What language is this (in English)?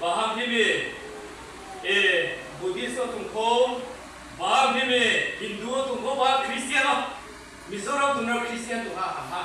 Riang (India)